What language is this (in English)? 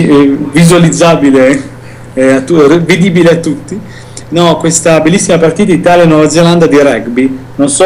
Italian